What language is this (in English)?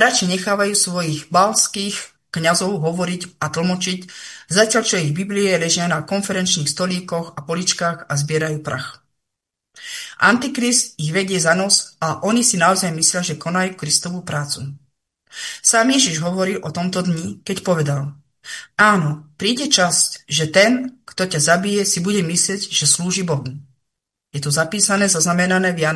Slovak